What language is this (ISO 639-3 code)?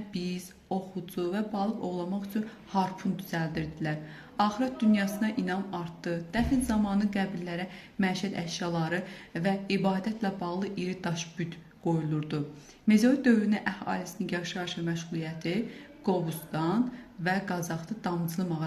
aze